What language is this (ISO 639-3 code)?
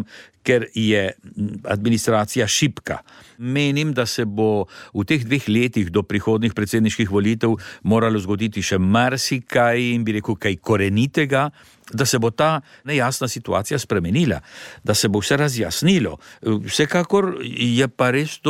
slv